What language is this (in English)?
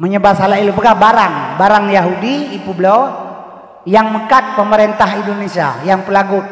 Achinese